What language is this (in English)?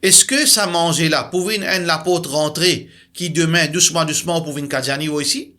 Morisyen